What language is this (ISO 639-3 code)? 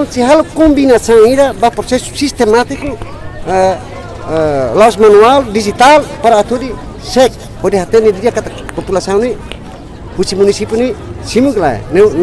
tet